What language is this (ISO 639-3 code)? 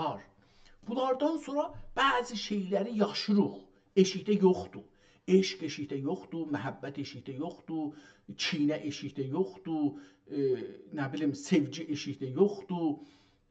azb